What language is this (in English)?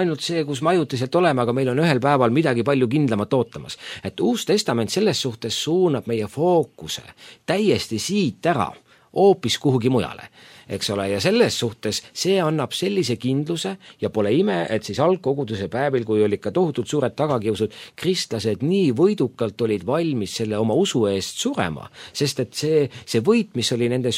Estonian